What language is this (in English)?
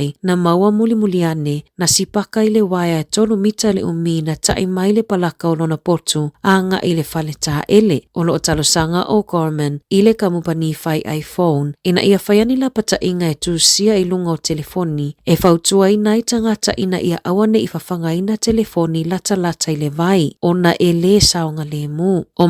Samoan